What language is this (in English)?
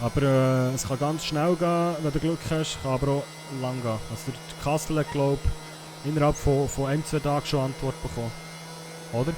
Swiss German